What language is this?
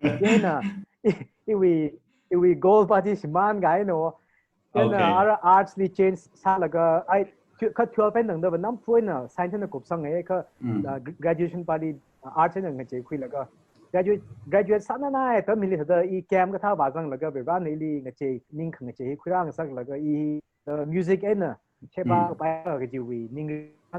Tangkhul Naga (India)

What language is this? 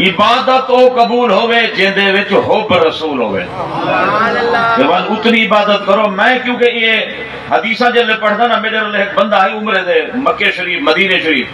Saraiki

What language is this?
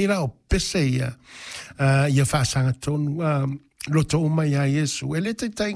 Samoan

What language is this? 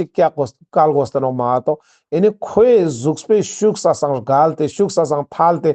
Ladakhi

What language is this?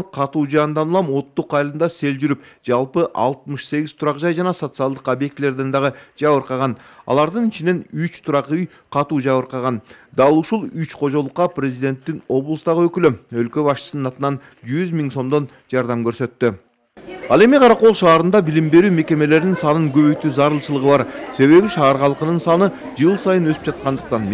Kyrgyz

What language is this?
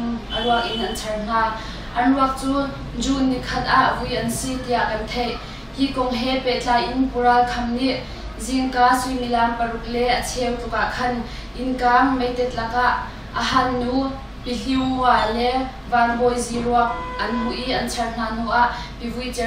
Hakha Chin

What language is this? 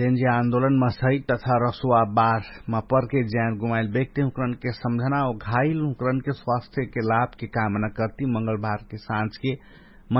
Dangaura Tharu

